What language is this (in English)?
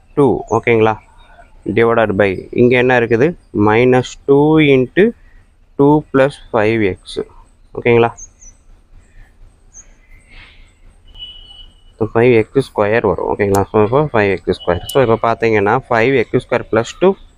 Tamil